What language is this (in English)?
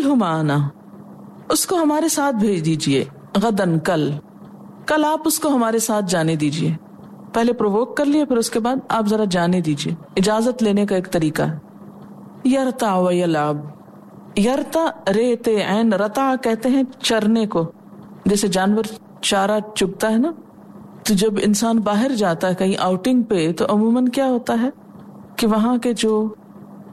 Urdu